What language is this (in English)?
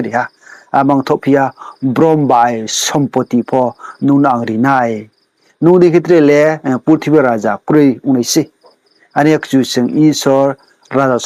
Riang (India)